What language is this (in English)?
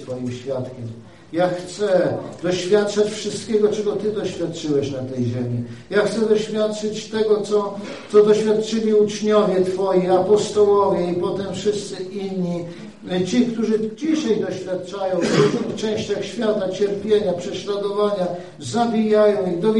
Polish